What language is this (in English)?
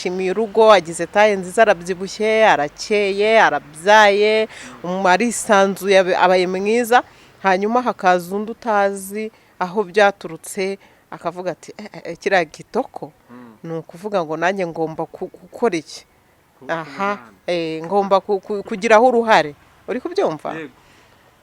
Kinyarwanda